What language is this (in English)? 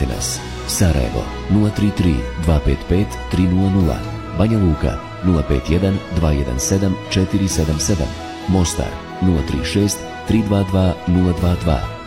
Bosnian